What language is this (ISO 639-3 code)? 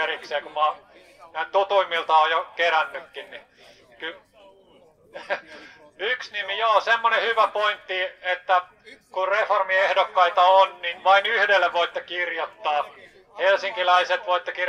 fin